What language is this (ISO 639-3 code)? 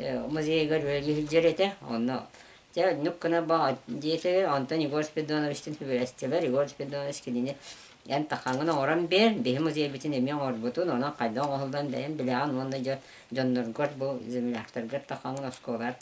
sah